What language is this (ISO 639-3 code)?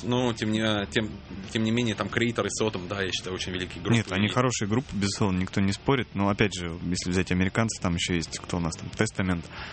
rus